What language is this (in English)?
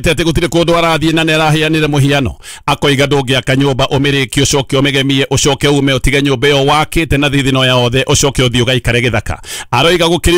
Kikuyu